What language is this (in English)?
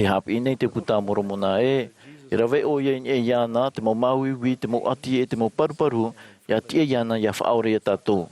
Tahitian